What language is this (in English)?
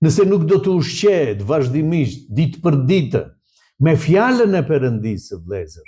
Albanian